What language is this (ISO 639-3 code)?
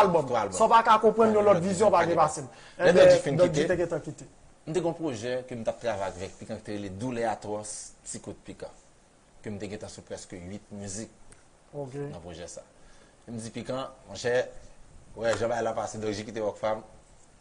hat